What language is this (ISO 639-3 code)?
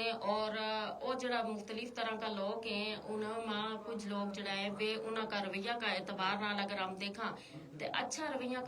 gju